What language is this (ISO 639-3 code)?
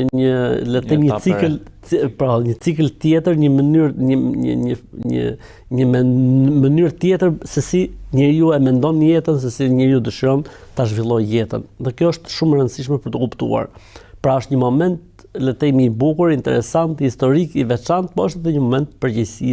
sqi